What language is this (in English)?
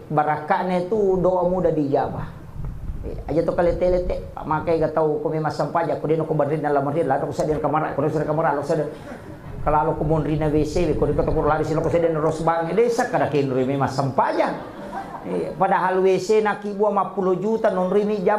Buginese